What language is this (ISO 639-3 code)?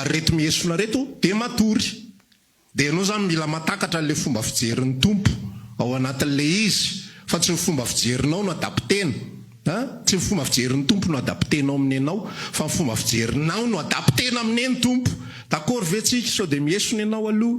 mlg